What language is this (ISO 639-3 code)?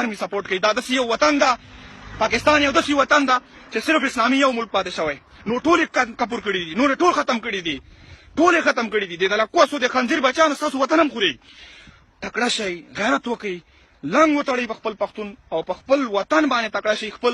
pus